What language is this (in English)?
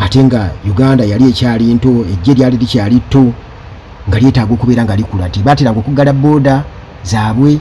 Ganda